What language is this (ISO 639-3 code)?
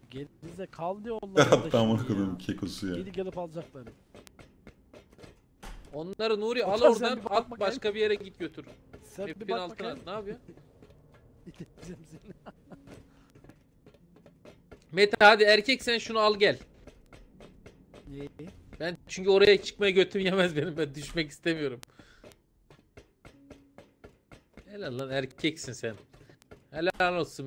tur